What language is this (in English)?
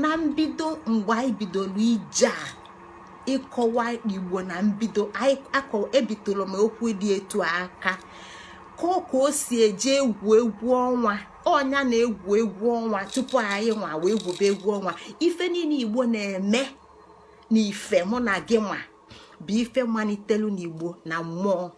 Igbo